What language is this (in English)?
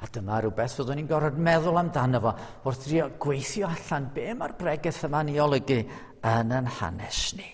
Welsh